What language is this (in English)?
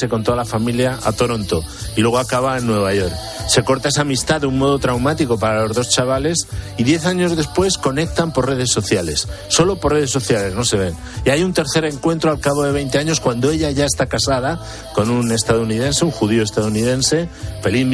Spanish